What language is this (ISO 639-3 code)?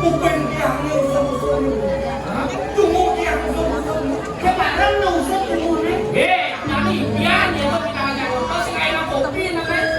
ban